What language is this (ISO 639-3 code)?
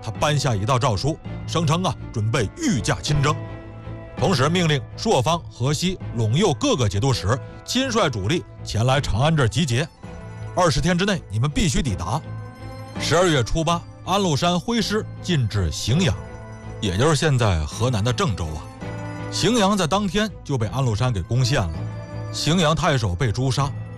zho